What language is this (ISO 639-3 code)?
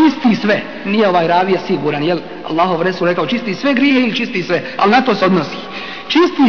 bos